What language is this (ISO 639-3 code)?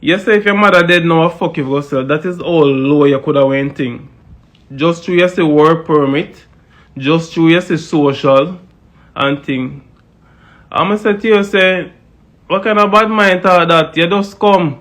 jam